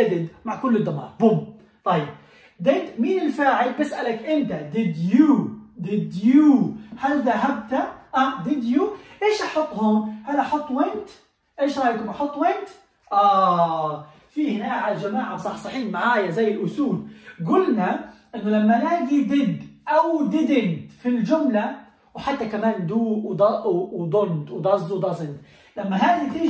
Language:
South Levantine Arabic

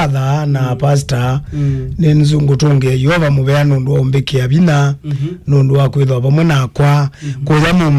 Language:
Kamba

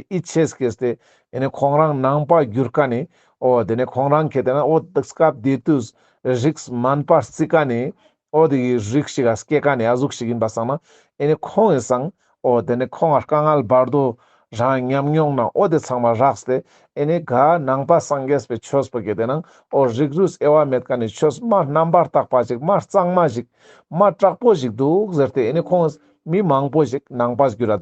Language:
Ladakhi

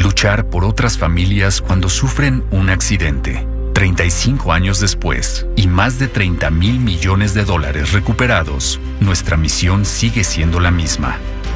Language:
Spanish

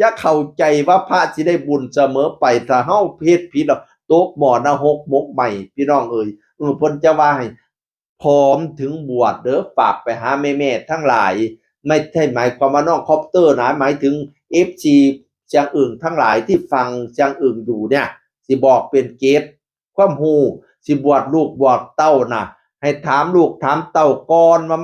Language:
Northeastern Thai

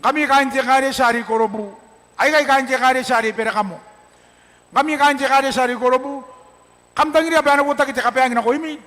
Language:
Gilbertese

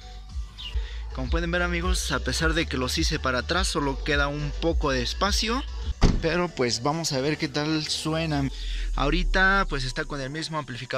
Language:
Spanish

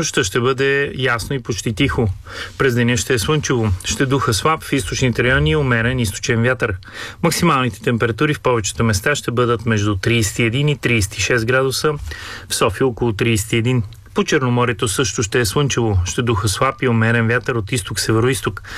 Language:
Bulgarian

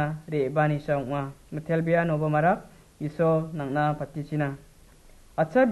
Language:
Garo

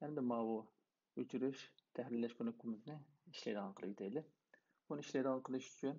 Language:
Uyghur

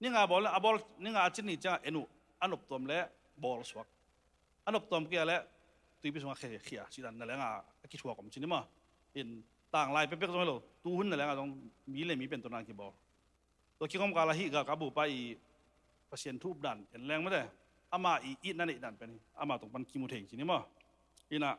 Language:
Tedim Chin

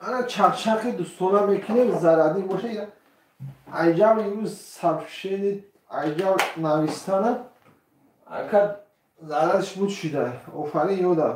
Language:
Tajik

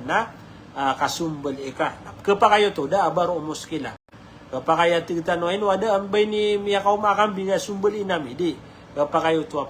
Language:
Maranao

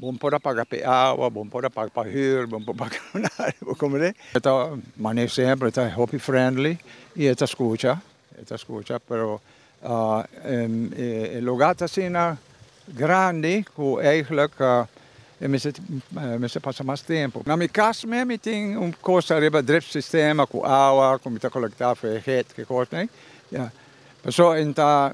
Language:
Papiamento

